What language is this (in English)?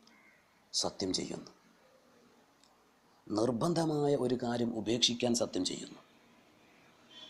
Malayalam